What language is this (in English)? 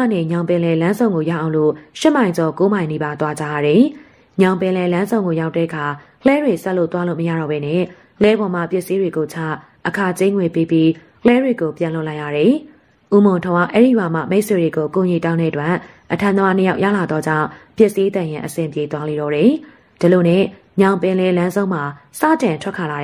Burmese